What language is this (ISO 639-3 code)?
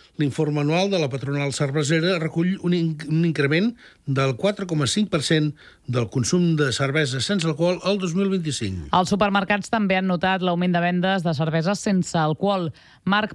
cat